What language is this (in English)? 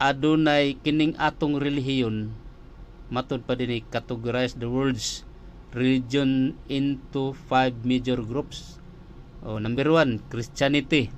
Cebuano